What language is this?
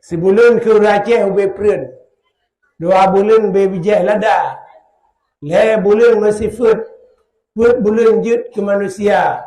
Achinese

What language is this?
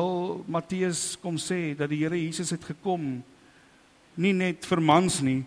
Afrikaans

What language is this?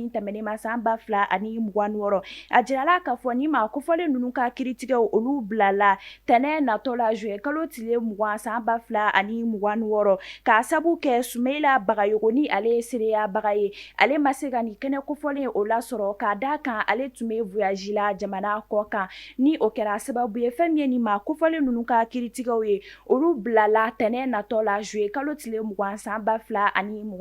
Bambara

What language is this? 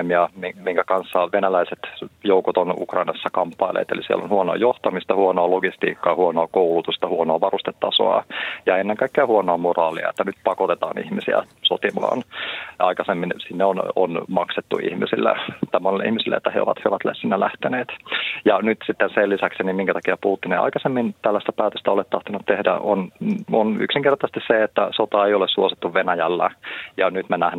Finnish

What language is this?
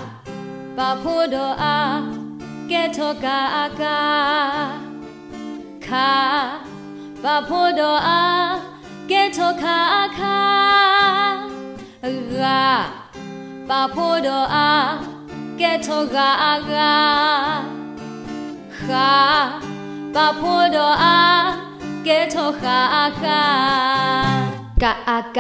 S'gaw Karen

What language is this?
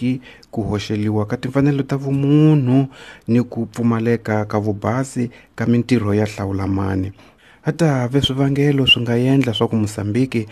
Tsonga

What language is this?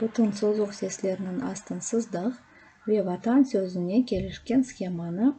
Crimean Tatar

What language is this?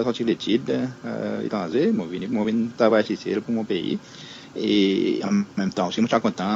Seselwa Creole French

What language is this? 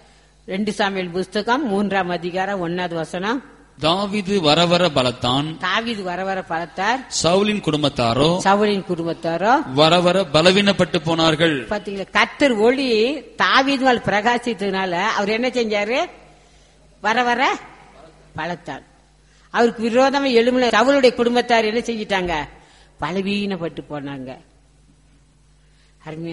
Tamil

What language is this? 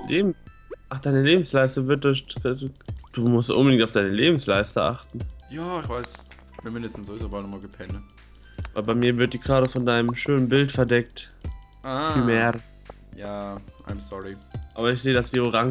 Swiss German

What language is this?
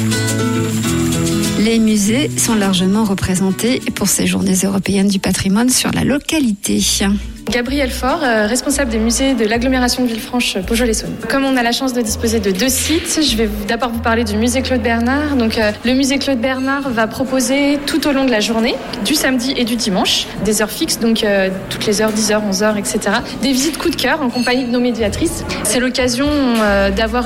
French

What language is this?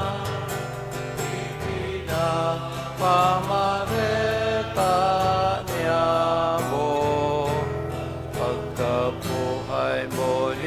Bikol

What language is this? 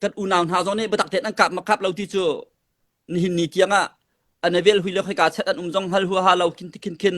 Hakha Chin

